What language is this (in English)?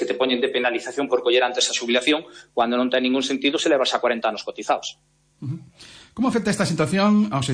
Galician